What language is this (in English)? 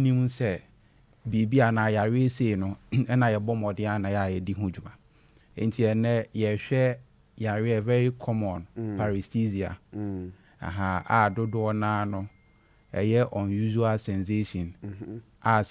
Akan